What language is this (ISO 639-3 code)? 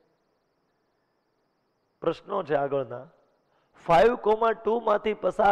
guj